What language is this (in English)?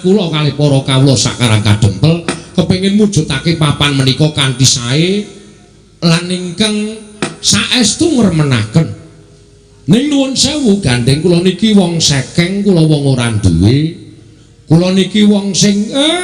Javanese